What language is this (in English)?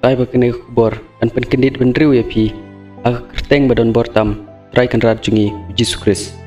Khasi